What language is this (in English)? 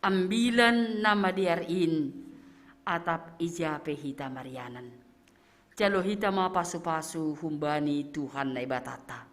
Batak Simalungun